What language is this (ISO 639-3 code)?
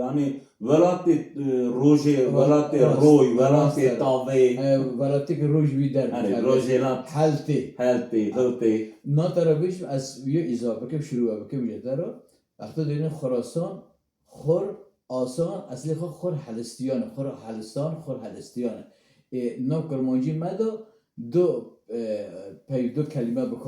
kur